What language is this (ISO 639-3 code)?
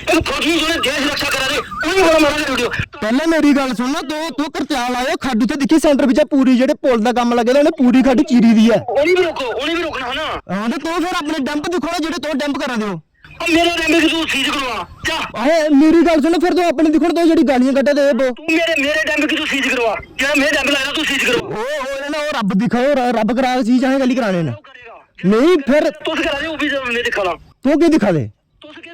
doi